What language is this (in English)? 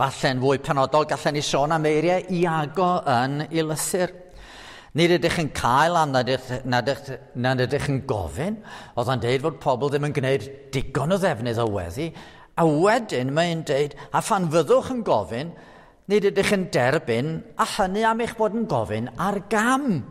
Welsh